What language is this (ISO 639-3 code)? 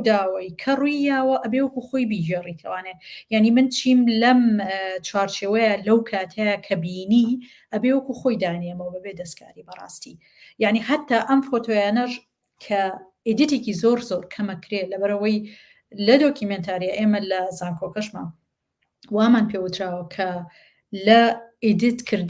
ckb